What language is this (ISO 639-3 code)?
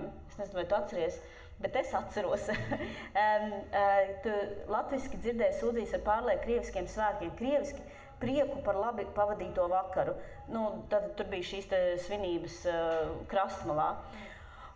lav